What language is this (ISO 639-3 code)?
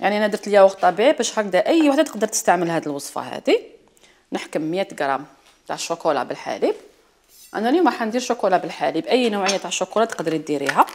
arq